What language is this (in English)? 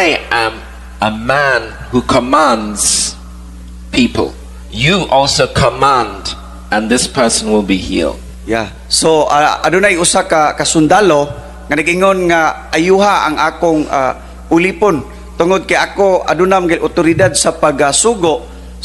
Cebuano